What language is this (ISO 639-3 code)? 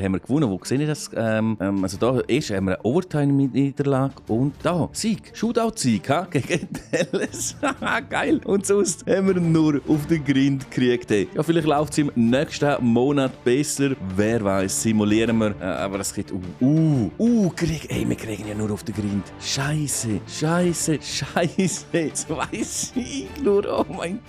gsw